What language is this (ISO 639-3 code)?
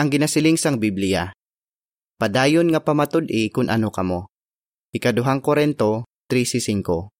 hil